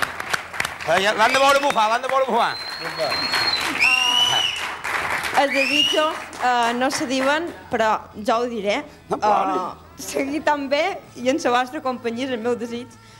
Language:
Catalan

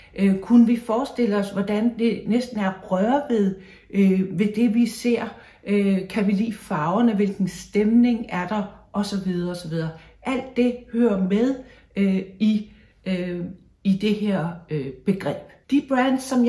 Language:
Danish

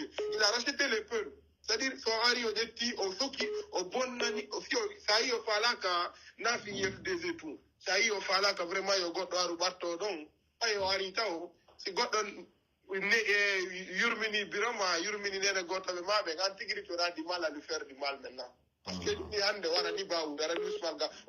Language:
Pular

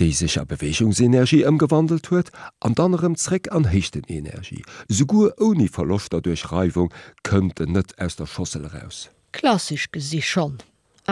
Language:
Luxembourgish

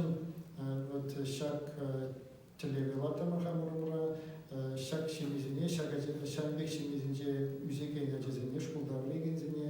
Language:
Chuvash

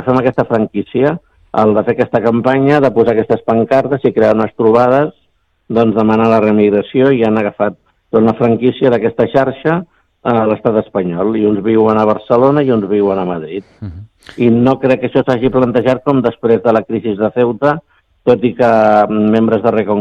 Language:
Catalan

